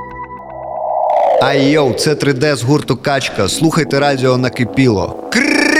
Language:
Ukrainian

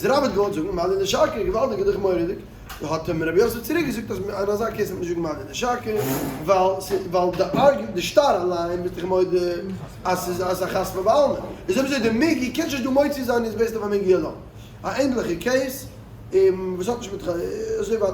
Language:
Yiddish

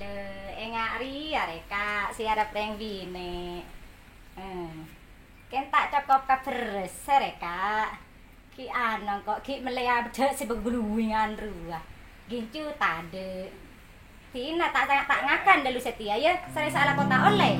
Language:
Madurese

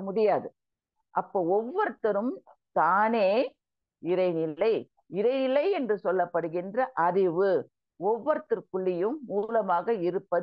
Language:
Tamil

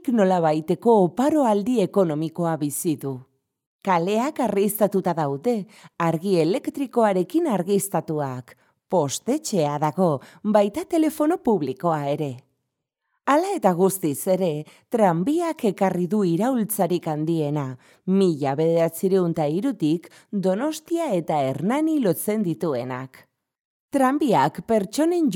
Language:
Basque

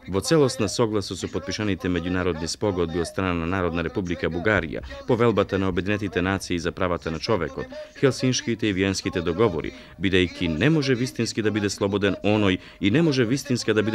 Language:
Macedonian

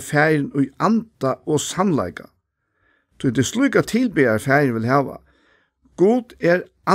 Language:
Faroese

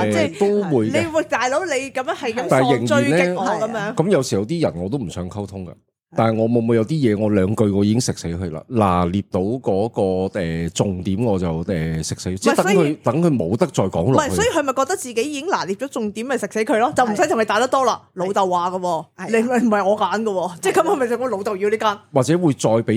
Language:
Cantonese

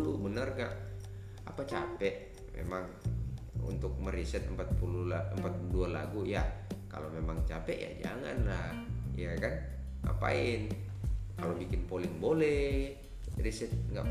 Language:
Indonesian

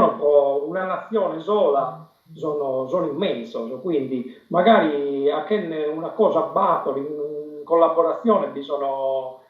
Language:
Sardinian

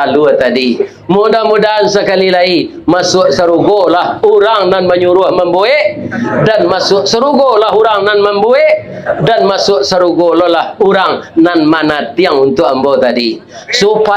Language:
Minangkabau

